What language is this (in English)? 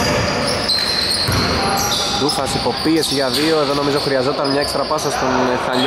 Greek